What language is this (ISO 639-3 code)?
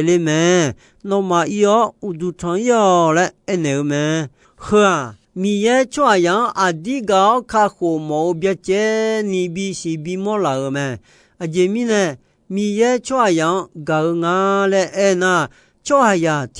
ahk